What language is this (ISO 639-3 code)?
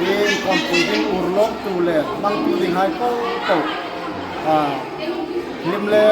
hmr